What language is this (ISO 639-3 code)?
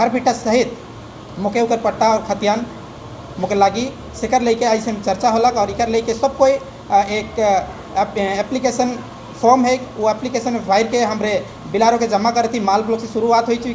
sck